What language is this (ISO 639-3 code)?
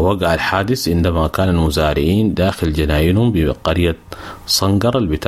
apd